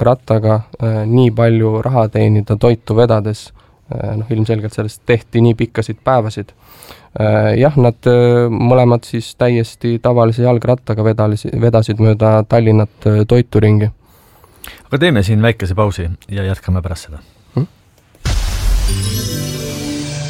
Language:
Estonian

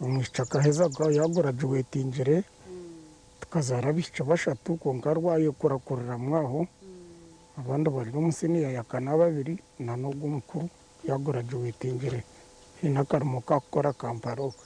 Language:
Nyankole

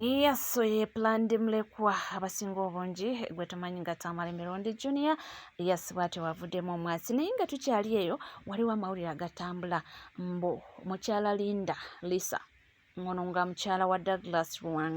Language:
Ganda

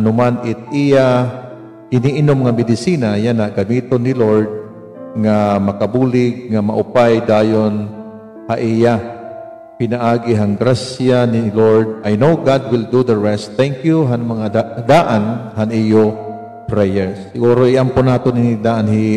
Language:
Waray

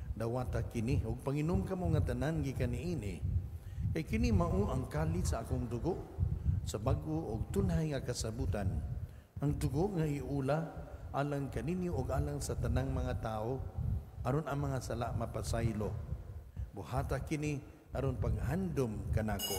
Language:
Cebuano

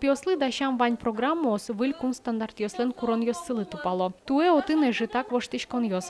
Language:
Udmurt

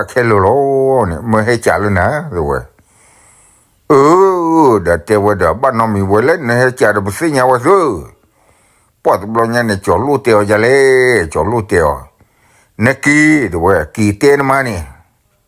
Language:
S'gaw Karen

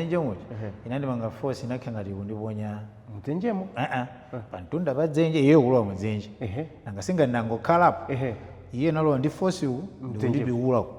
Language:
Nyanja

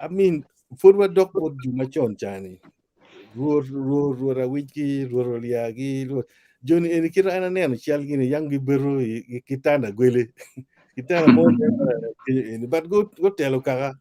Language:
Acoli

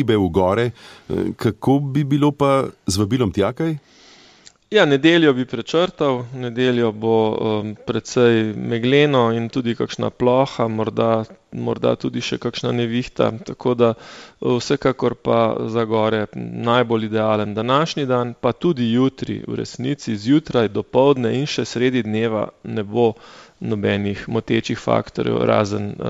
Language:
Slovenian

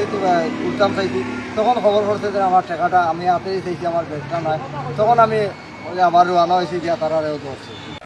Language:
Sylheti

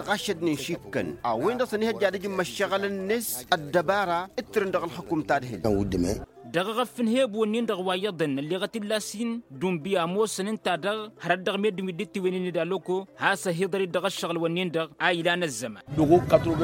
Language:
Tamasheq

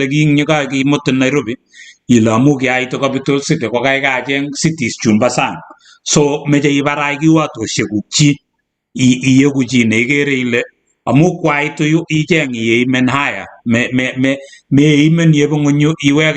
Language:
Kalenjin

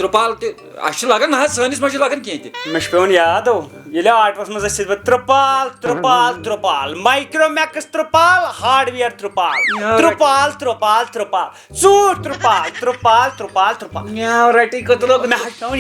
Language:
Kashmiri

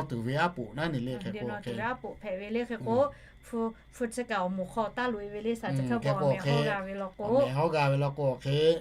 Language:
Lahu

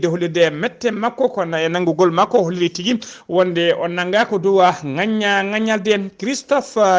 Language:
Fula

